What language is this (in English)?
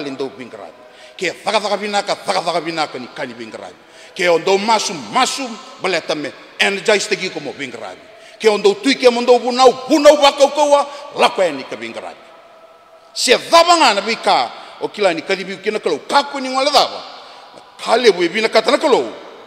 Fijian